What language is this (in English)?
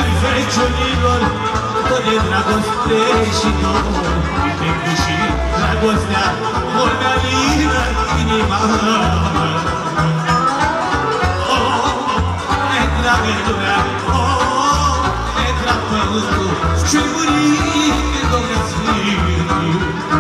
Romanian